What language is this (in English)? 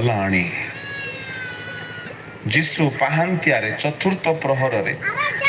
Odia